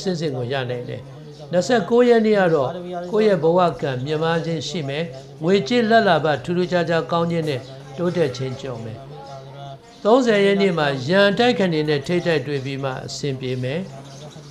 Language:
Burmese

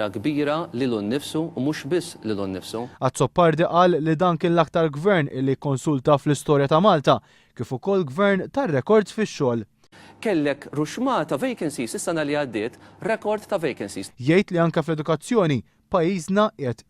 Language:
Maltese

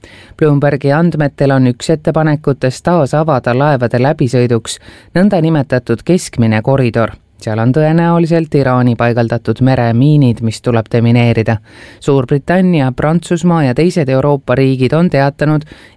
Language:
Estonian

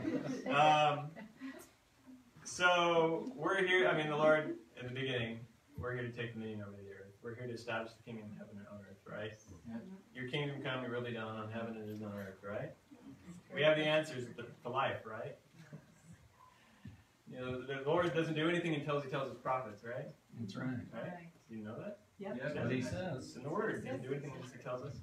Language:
English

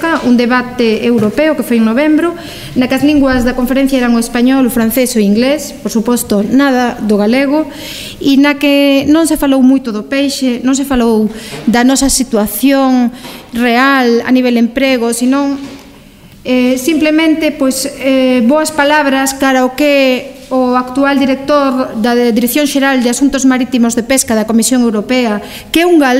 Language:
Galician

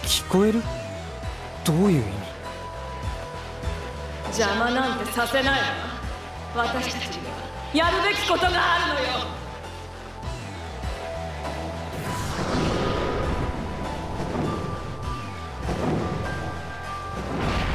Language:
Japanese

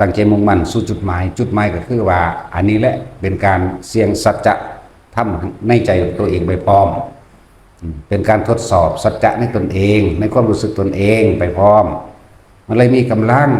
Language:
Northeastern Thai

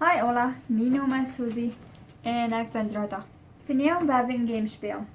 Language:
Plautdietsch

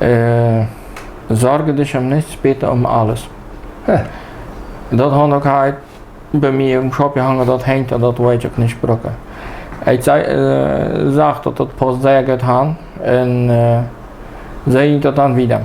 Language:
Plautdietsch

